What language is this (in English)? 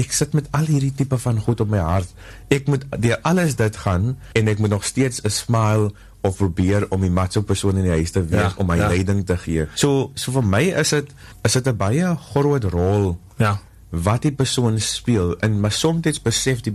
Afrikaans